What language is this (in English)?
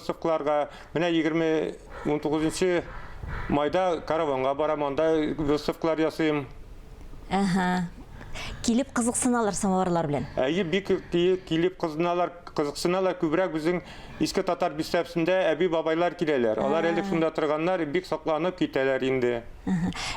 Tatar